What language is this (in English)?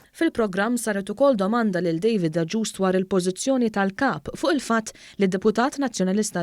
Maltese